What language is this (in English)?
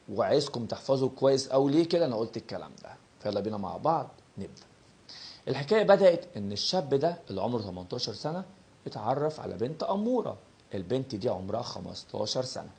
Egyptian Arabic